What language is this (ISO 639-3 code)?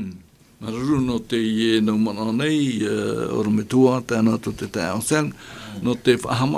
tah